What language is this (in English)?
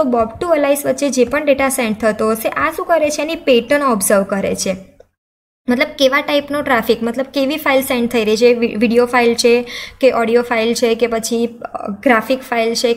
Gujarati